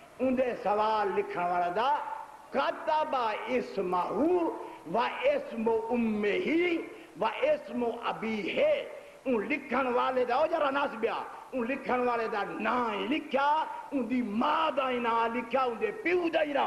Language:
Saraiki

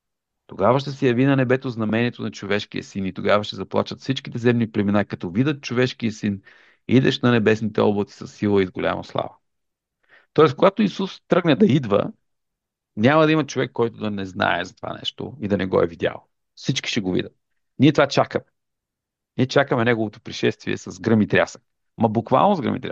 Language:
Bulgarian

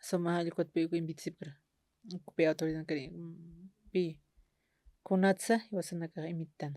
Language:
Aymara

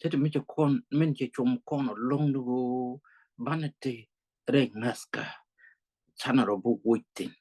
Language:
Nuer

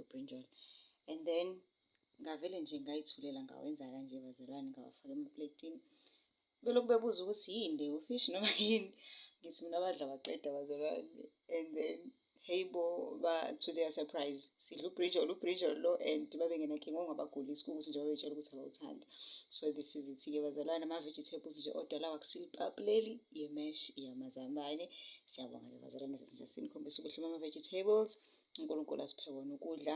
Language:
Zulu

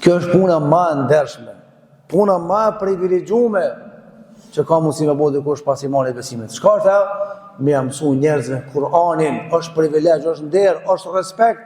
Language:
Albanian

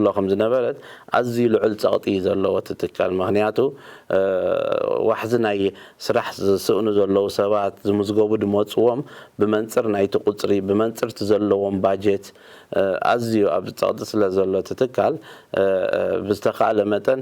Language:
Tigrinya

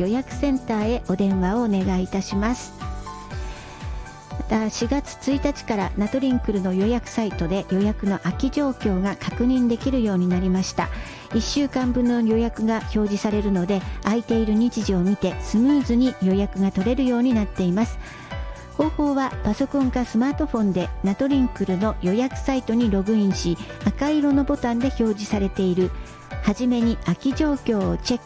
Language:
Japanese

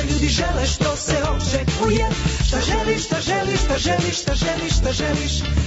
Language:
Serbian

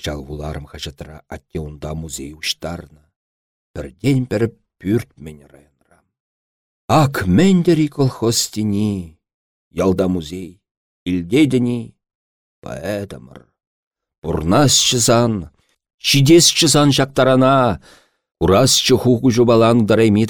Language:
Chuvash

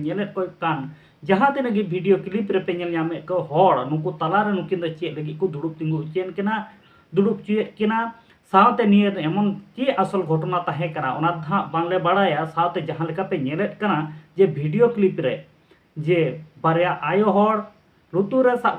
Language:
Santali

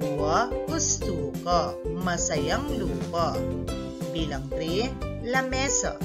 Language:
Pampanga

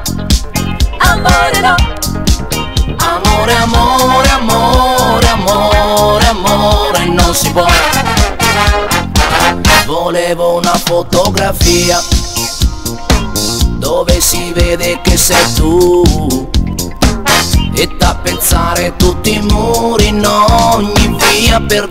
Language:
Italian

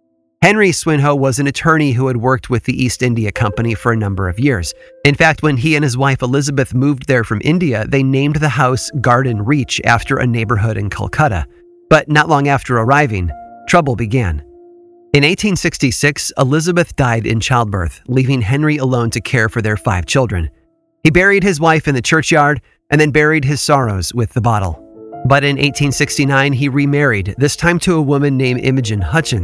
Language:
English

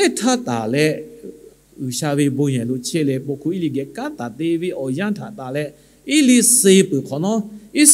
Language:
Lahu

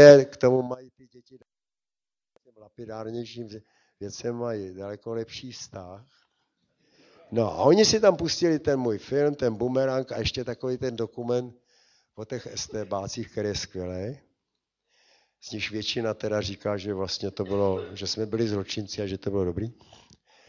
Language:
Czech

